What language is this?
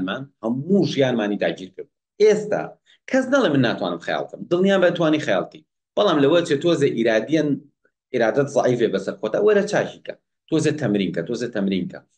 Central Kurdish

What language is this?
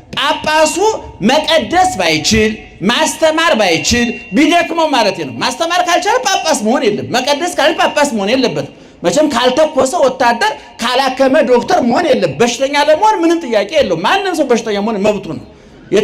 Amharic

